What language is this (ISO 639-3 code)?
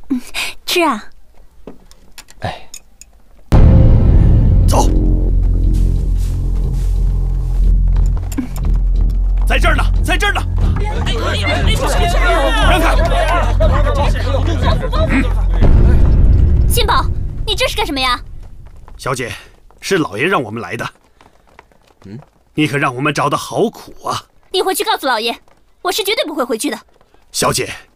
zho